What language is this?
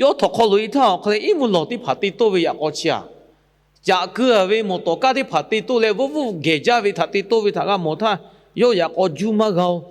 Lahu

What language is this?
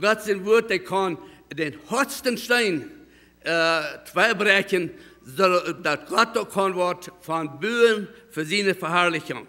Plautdietsch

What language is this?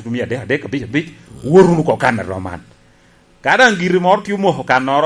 Lango (Uganda)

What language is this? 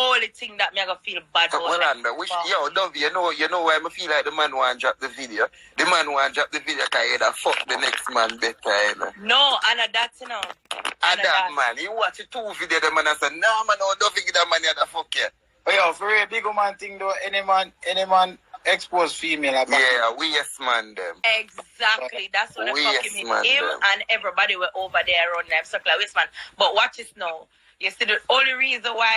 Jamaican Creole English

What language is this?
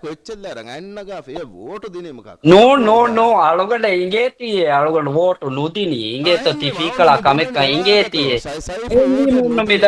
Divehi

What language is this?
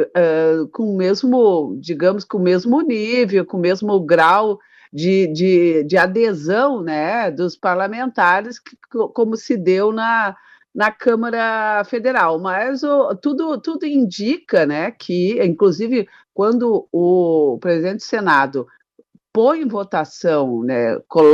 Portuguese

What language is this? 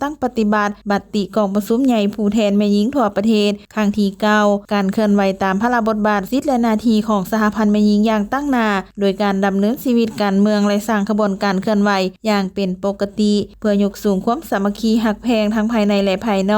Lao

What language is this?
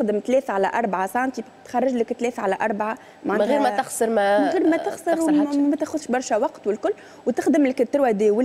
Tunisian Arabic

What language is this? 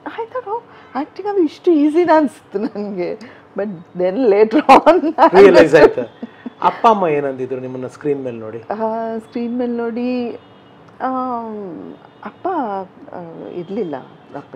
Kannada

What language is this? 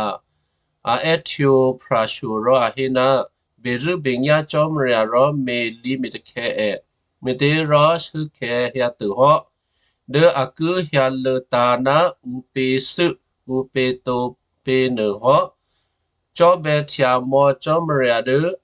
Western Kayah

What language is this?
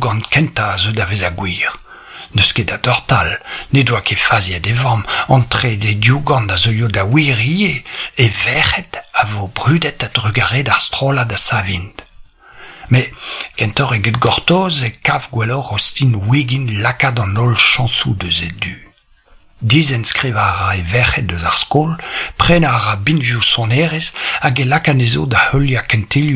Breton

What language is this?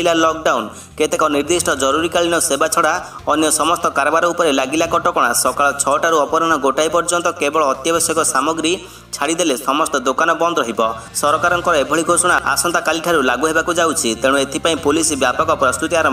Odia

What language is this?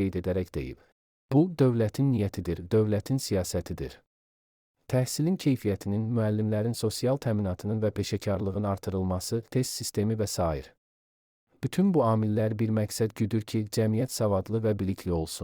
Azerbaijani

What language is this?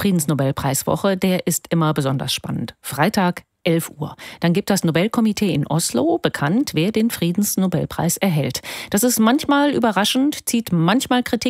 German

